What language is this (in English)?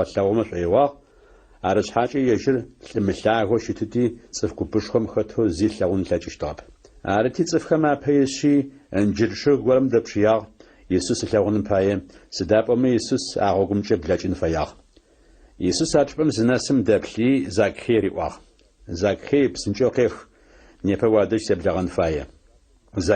Adyghe